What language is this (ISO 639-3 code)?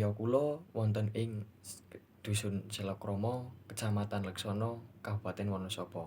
jav